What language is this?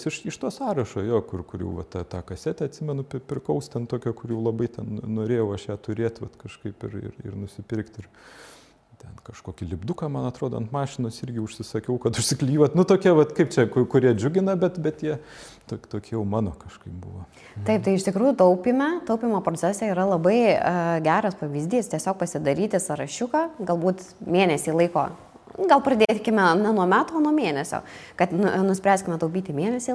Lithuanian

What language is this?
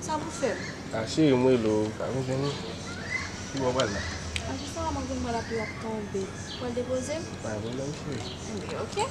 Haitian Creole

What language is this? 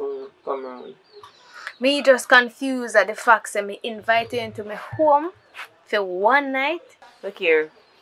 Jamaican Creole English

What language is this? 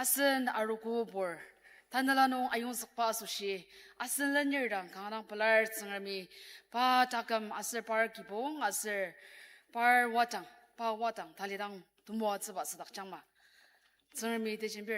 Ao Naga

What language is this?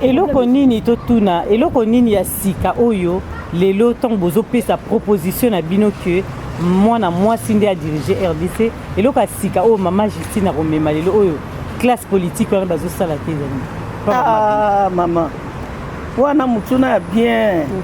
Lingala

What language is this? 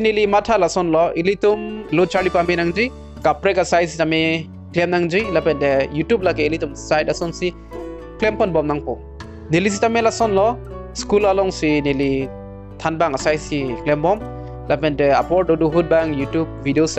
Karbi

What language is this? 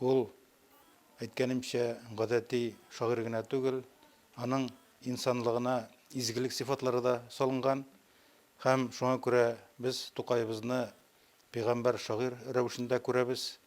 Tatar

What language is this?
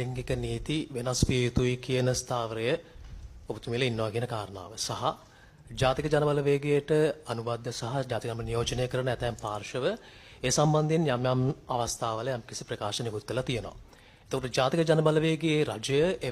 Sinhala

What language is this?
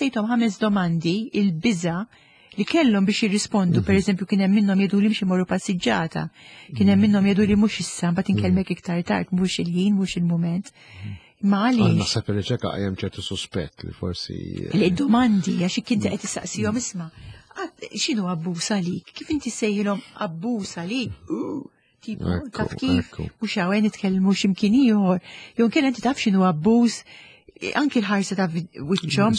Maltese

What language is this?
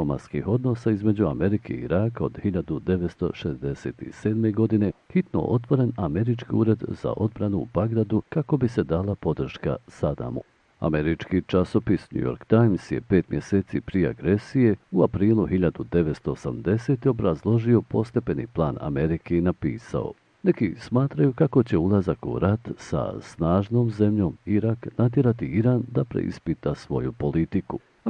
Bosnian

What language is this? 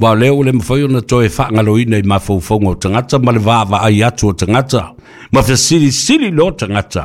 Samoan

